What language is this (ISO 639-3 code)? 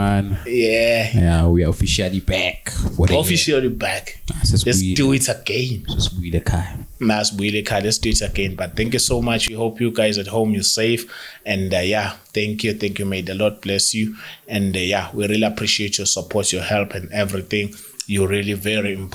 zul